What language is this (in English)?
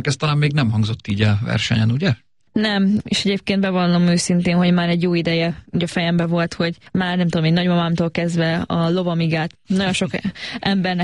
Hungarian